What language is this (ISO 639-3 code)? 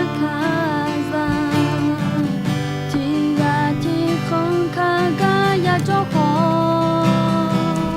ahk